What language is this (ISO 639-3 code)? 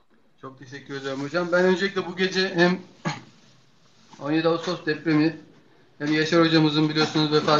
tur